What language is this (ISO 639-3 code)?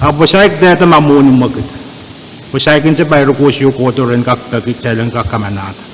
pon